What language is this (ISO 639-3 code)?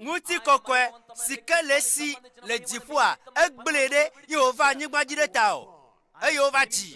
ewe